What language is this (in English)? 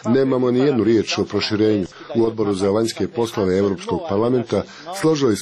Croatian